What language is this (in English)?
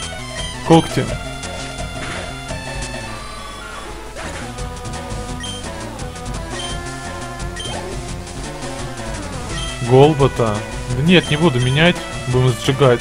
Russian